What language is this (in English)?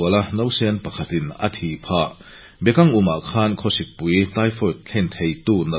Mizo